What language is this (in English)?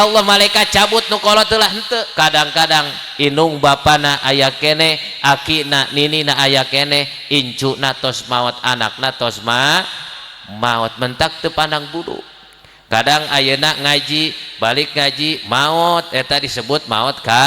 Sundanese